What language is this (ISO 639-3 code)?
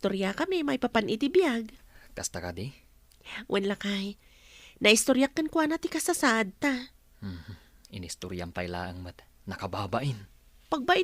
ilo